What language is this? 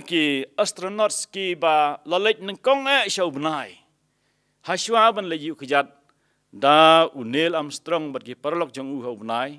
Khasi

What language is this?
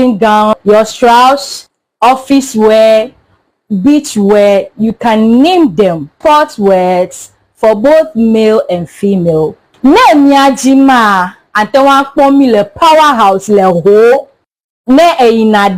Ewe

